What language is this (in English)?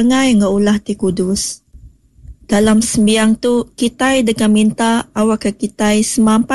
Iban